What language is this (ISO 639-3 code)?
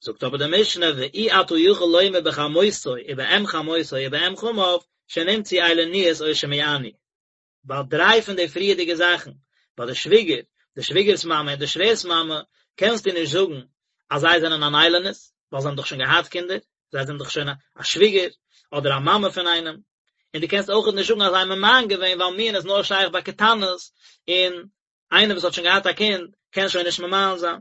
yid